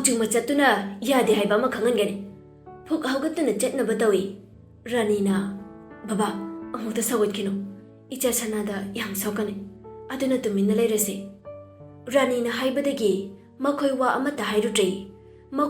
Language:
Manipuri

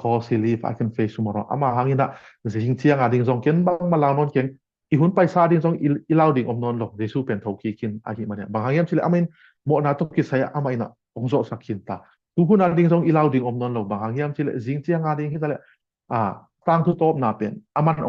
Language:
Tedim Chin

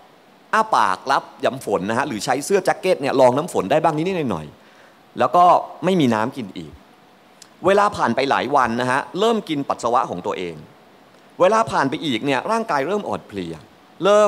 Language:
Thai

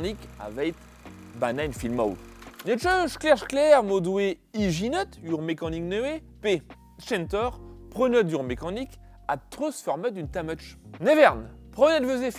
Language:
Breton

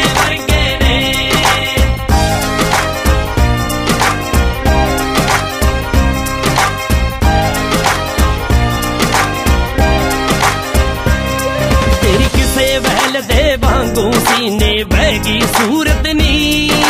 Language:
Punjabi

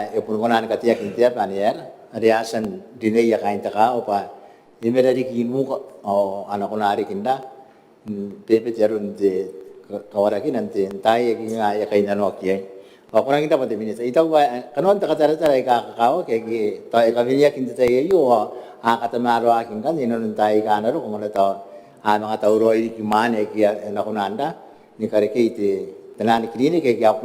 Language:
Gilbertese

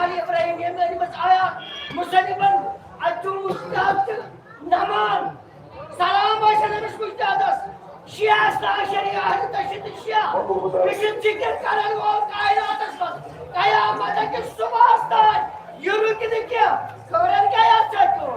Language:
Kashmiri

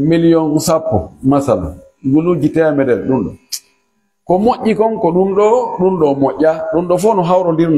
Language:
Fula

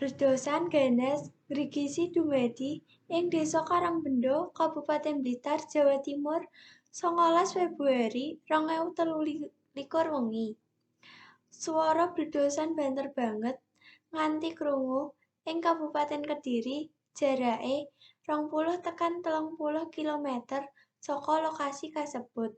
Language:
Javanese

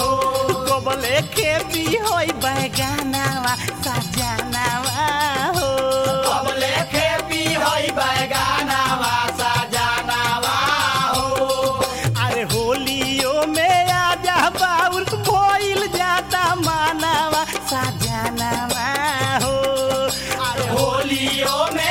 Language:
Bhojpuri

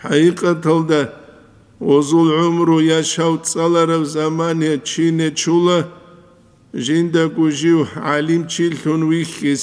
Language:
Avaric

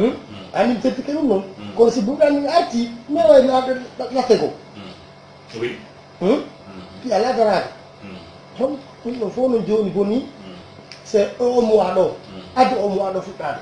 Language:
Fula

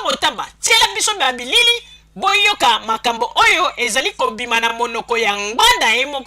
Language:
Lingala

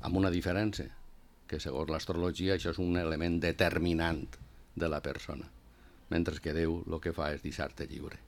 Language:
Catalan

